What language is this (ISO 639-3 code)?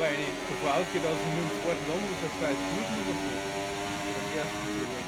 bar